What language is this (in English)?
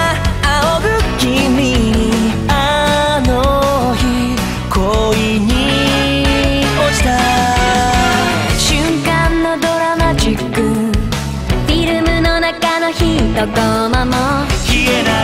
Japanese